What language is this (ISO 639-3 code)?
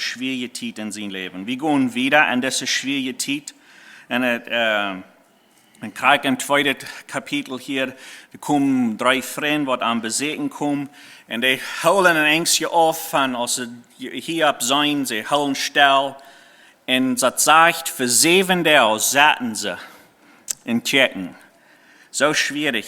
pdt